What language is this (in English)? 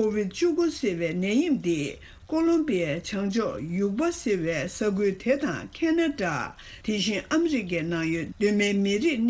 Tibetan